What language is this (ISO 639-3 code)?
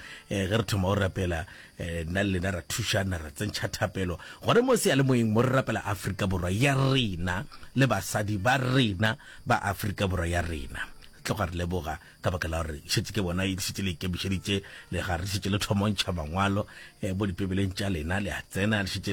nso